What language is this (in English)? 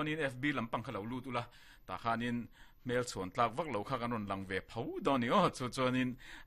Mizo